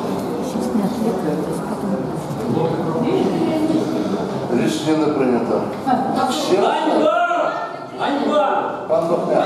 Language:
Ukrainian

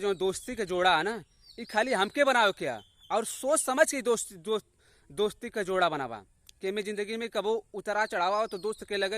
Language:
Bhojpuri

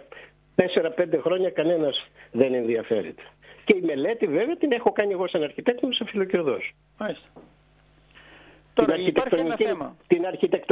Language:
Greek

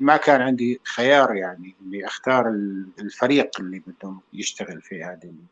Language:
North Levantine Arabic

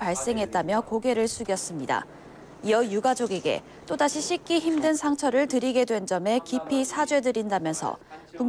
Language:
Korean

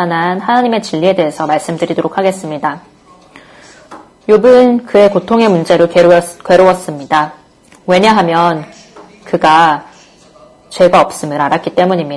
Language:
Korean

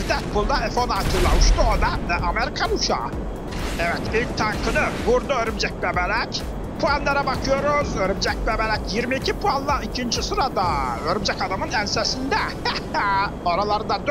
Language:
Turkish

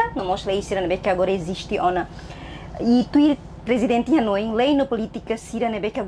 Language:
Tetum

